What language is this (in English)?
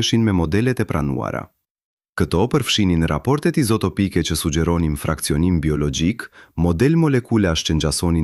Albanian